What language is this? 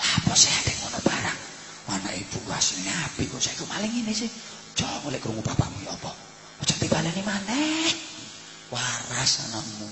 Javanese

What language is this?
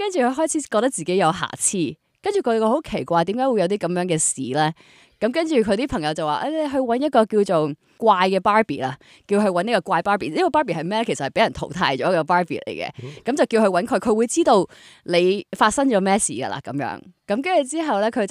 Cantonese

